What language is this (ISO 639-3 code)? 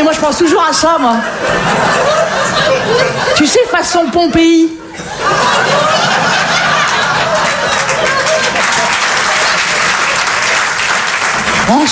fra